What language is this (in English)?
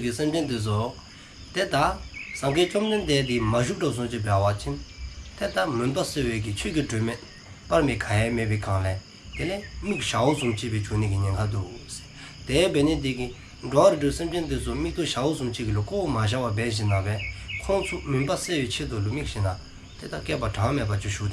Dzongkha